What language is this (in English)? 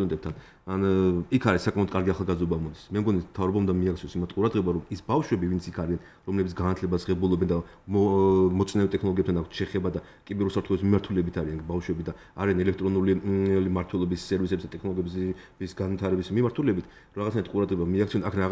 Georgian